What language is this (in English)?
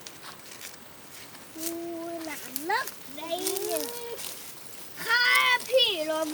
Lao